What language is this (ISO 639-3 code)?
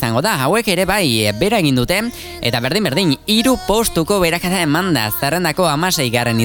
eus